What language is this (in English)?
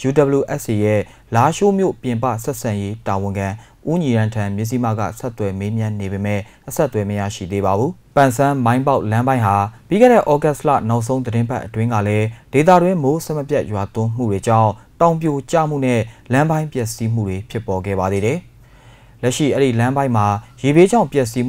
Burmese